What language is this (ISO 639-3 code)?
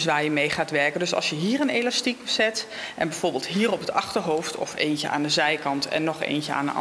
nld